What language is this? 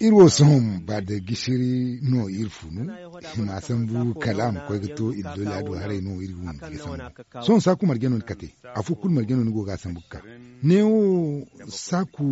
Zarma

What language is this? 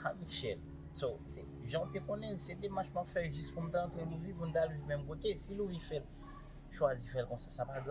Haitian Creole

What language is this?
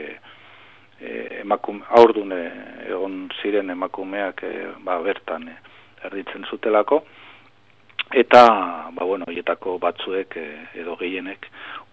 Basque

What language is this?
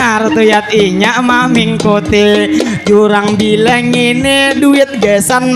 Banjar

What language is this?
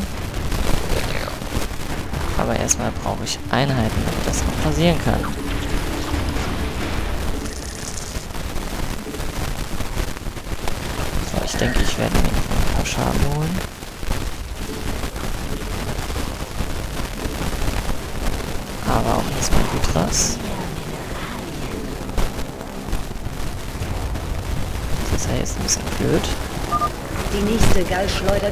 German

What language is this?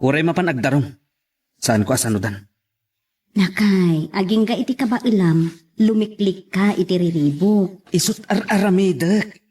Iloko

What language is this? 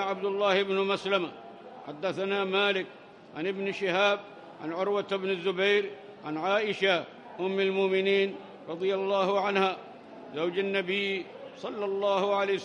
Arabic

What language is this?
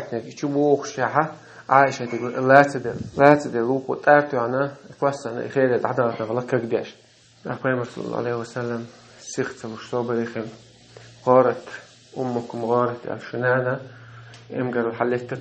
Chechen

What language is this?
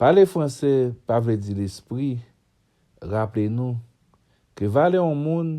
Haitian Creole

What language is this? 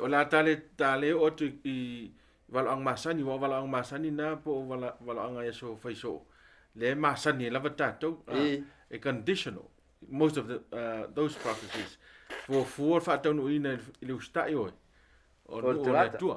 Samoan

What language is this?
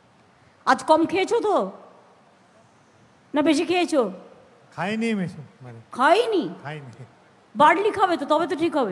Bangla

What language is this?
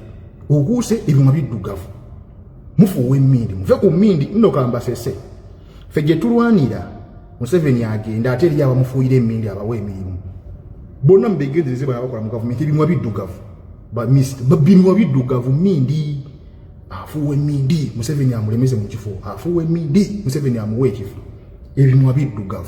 Ganda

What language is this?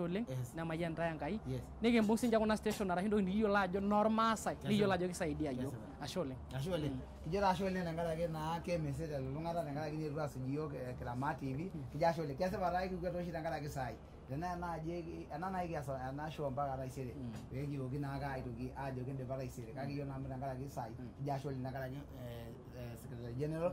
Masai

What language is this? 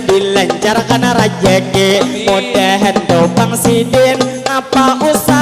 Banjar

